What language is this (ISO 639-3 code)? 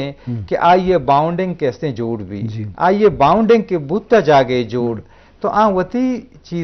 bgp